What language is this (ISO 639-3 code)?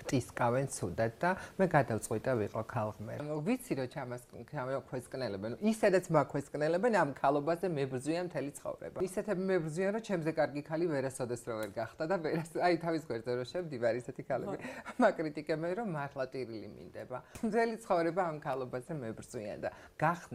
kat